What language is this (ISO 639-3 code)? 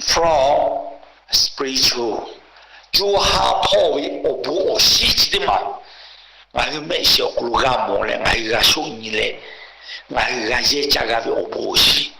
lhu